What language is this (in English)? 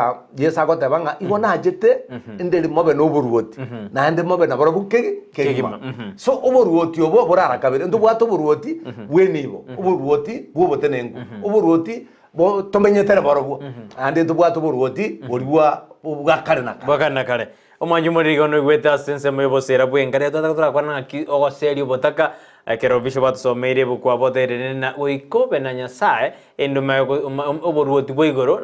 Gusii